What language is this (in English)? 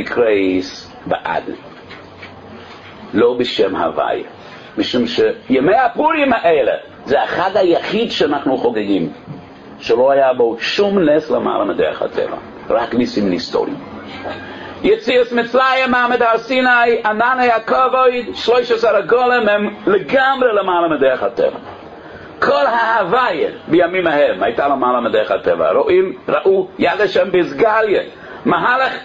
Hebrew